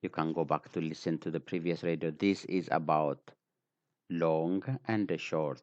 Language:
English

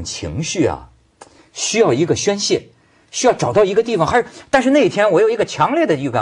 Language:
Chinese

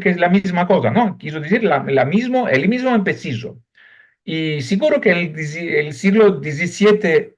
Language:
Ladino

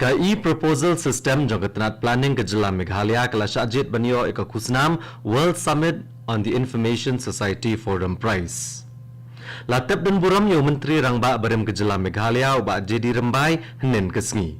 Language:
Khasi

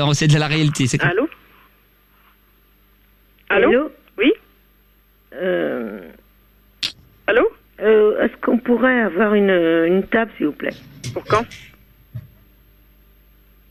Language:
French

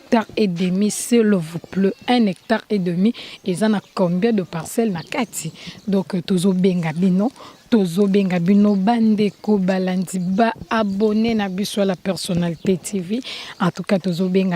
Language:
Lingala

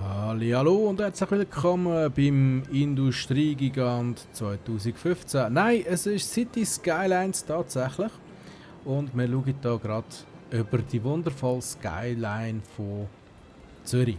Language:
Swiss German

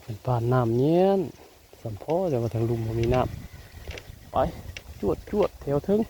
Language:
Northeastern Thai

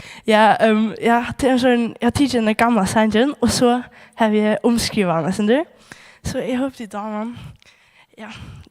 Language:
Faroese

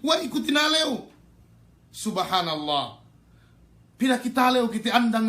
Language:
Yakan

